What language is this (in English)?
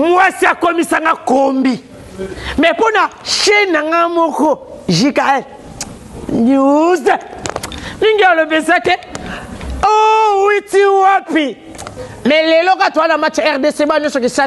Lingala